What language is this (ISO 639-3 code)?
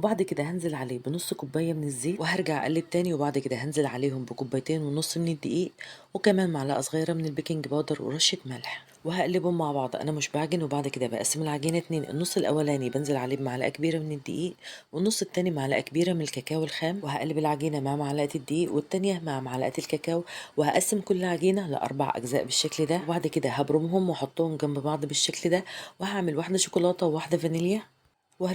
arz